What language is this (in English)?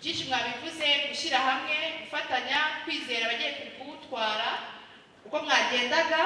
Kinyarwanda